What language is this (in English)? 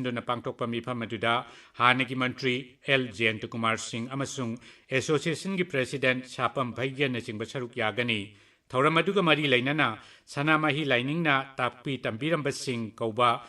Manipuri